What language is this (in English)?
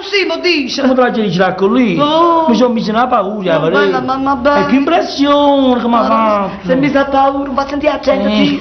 Neapolitan